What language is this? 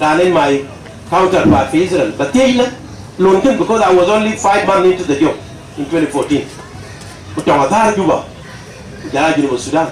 Dinka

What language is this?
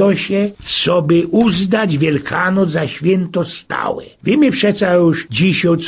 Silesian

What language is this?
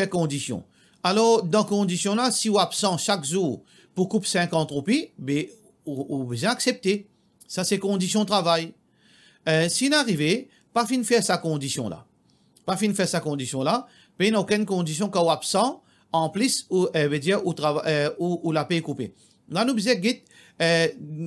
Morisyen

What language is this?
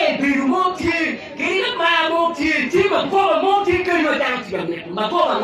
Acoli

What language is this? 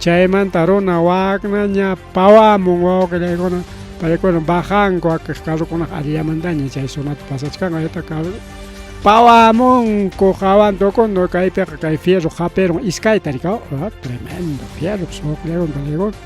Ayacucho Quechua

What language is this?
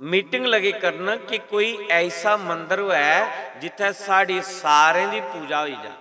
Dogri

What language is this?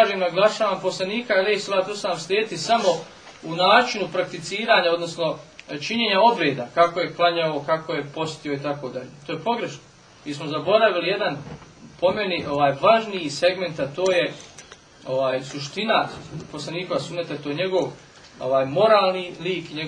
Bosnian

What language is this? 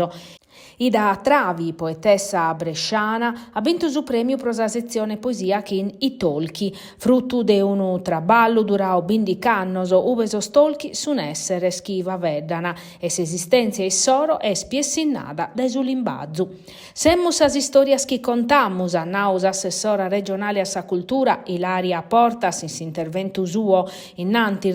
Sardinian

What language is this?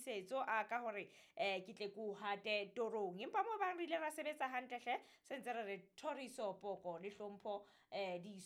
Southern Sotho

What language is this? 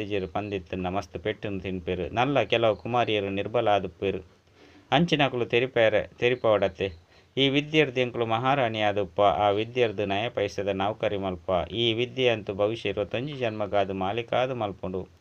Tulu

